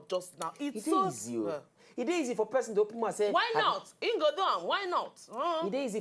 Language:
Nigerian Pidgin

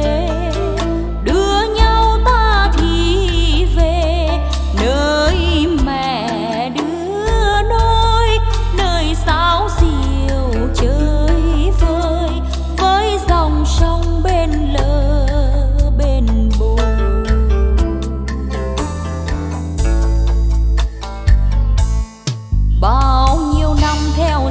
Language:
Vietnamese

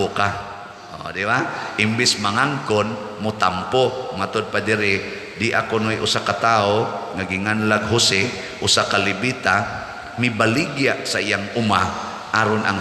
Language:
Cebuano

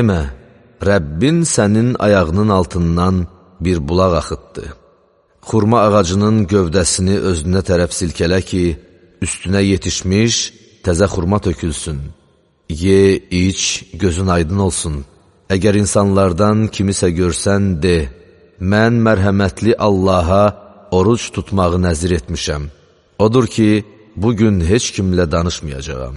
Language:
Azerbaijani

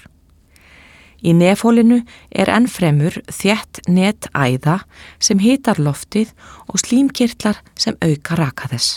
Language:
Icelandic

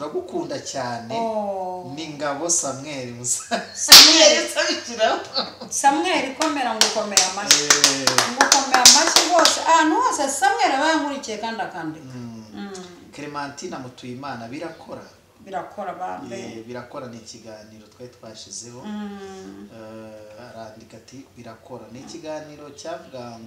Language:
Kinyarwanda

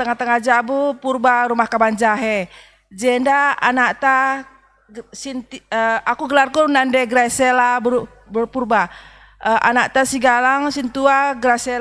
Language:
Batak Karo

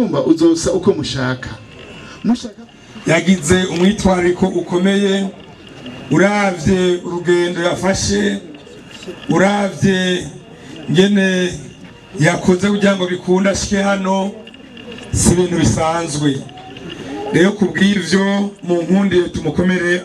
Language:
Rundi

